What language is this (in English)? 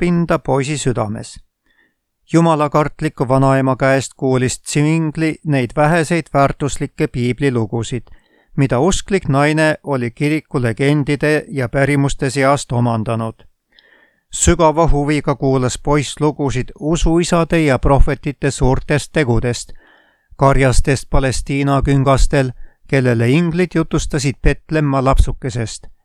Estonian